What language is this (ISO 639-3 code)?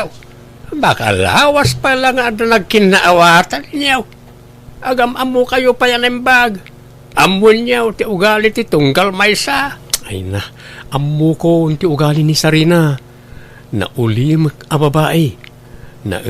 ilo